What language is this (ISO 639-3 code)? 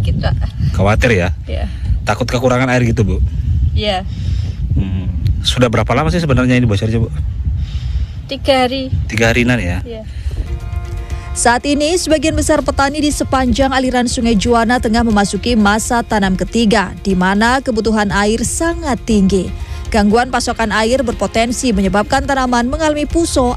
ind